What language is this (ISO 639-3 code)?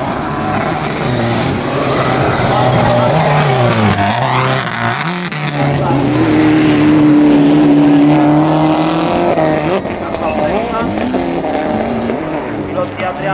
ron